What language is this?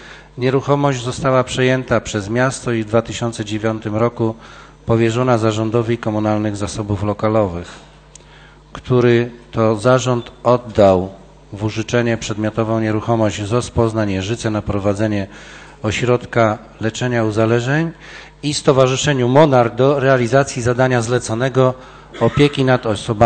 Polish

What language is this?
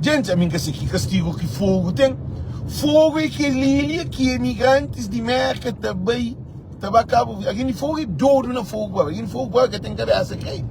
Kabuverdianu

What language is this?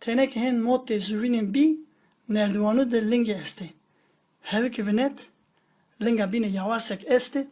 Zaza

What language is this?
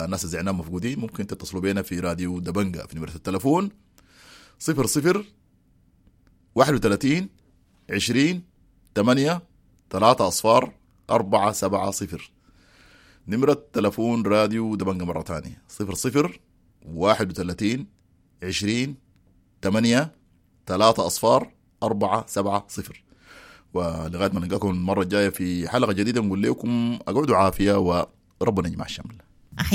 Sudanese Arabic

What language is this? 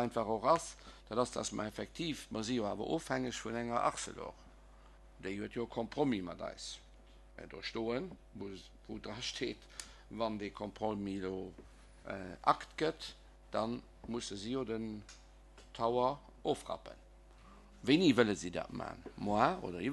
Luxembourgish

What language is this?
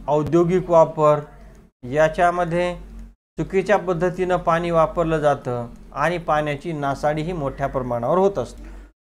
Marathi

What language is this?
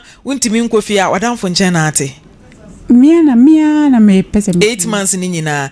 Akan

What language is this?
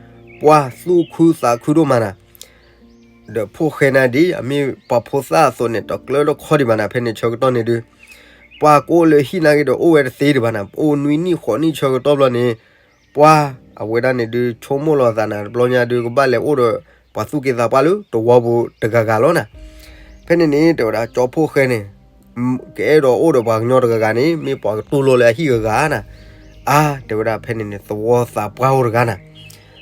S'gaw Karen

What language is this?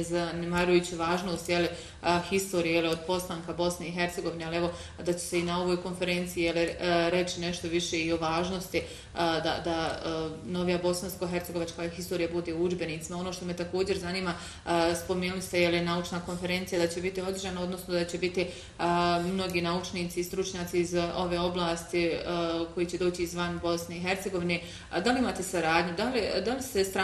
Bosnian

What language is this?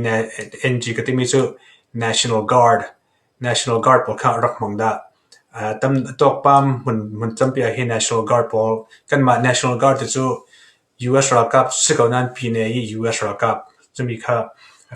Falam Chin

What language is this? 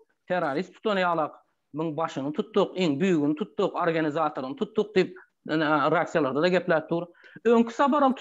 Turkmen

